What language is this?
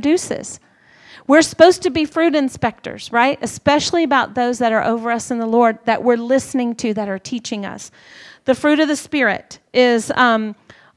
English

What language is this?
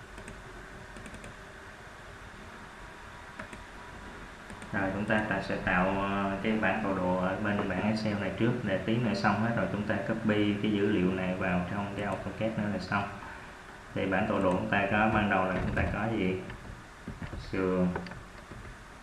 Vietnamese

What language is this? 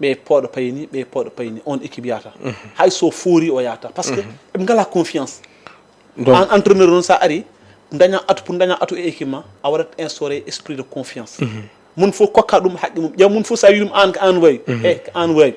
Fula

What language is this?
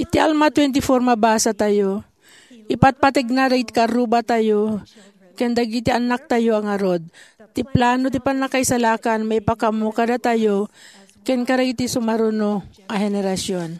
Iloko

